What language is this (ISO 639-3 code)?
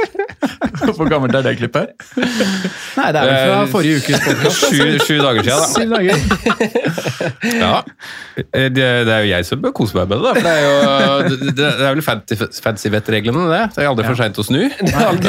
nor